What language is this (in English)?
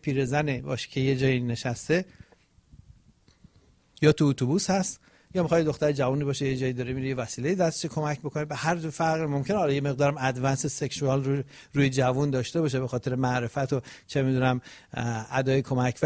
Persian